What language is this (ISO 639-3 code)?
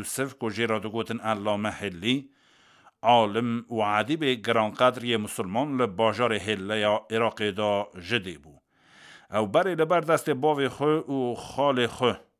kur